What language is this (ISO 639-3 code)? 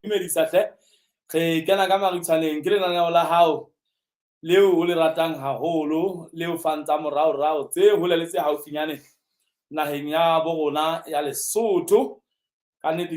sot